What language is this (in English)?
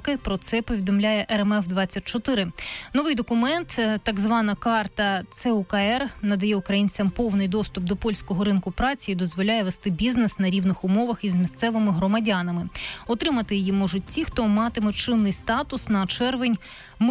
Ukrainian